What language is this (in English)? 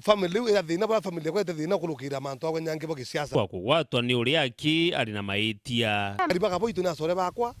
Meru